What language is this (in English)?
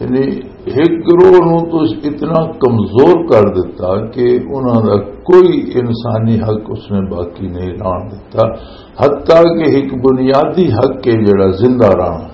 Western Panjabi